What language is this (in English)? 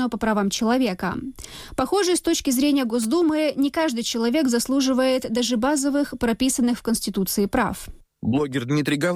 Russian